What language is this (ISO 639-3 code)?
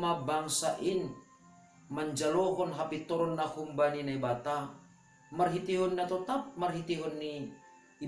bts